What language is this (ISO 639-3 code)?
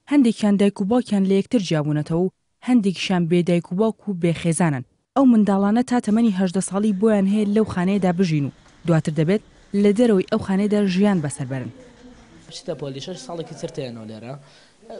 ckb